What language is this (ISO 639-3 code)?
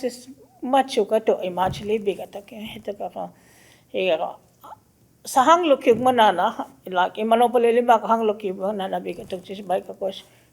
cho